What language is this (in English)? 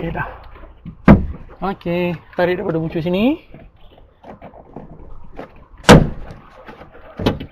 Malay